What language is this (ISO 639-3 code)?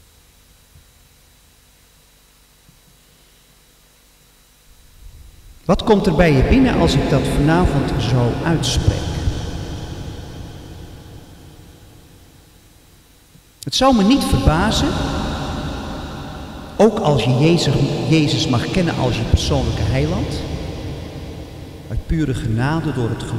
nld